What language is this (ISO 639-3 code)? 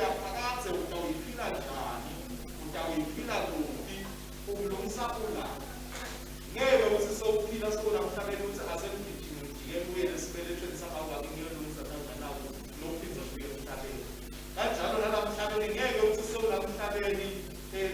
ssw